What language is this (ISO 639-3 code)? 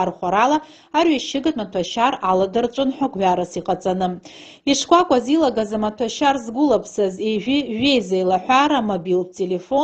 abk